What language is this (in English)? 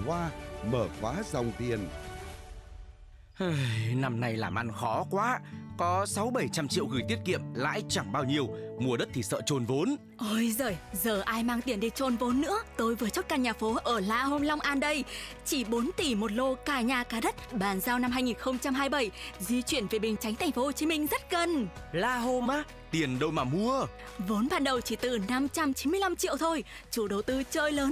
Vietnamese